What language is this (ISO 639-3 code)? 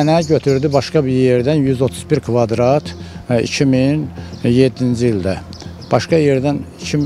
aze